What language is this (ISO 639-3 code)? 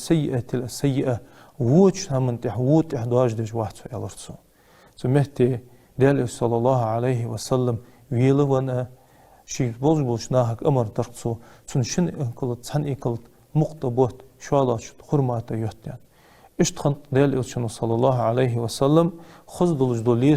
inh